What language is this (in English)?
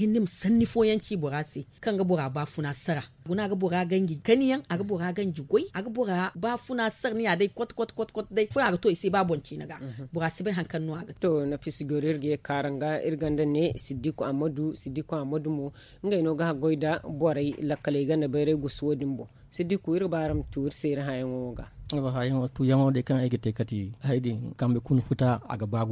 Zarma